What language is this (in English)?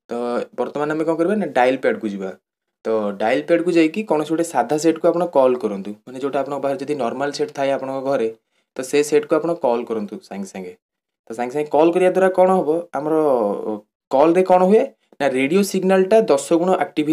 Odia